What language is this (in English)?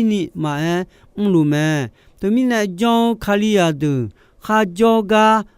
Akha